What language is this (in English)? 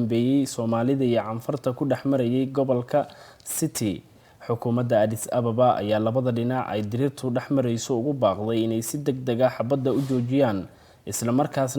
Somali